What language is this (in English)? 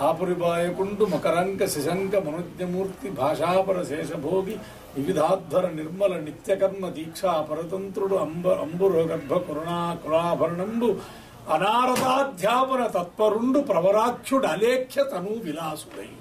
Sanskrit